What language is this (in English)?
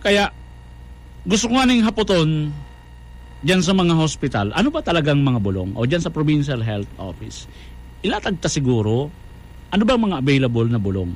Bikol